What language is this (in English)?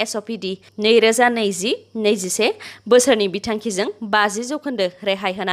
Bodo